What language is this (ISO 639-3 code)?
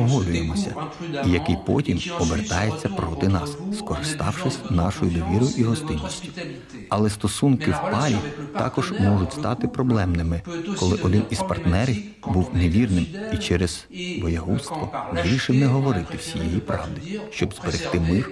ukr